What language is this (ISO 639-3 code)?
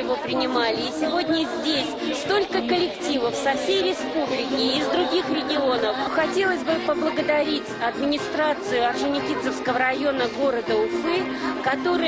chv